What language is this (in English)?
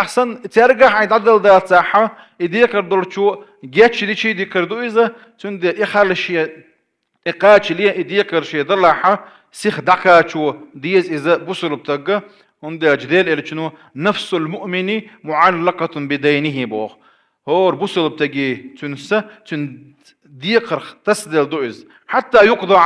Chechen